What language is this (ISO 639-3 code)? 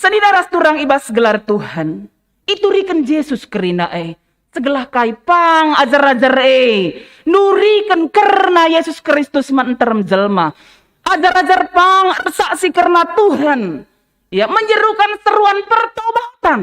btx